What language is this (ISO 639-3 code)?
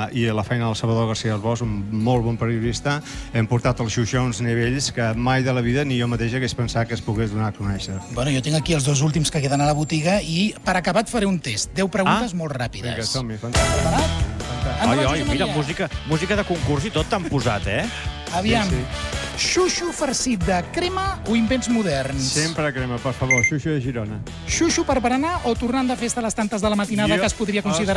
cat